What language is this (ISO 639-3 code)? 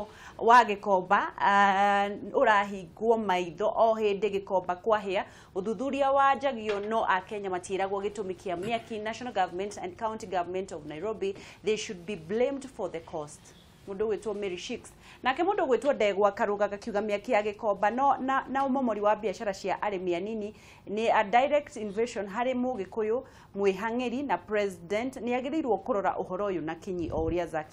kik